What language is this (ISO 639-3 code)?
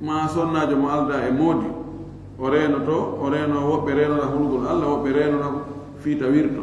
ful